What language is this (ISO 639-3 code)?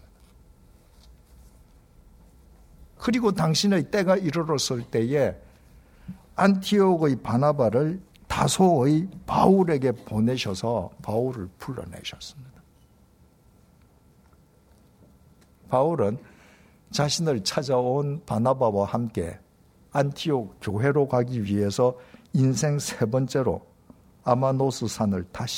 kor